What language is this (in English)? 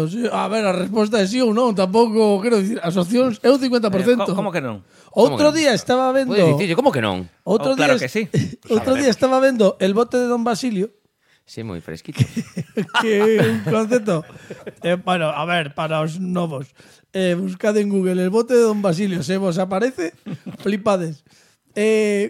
Galician